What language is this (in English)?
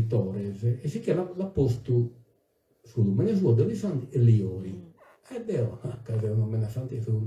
Sardinian